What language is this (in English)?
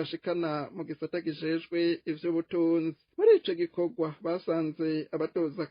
Rundi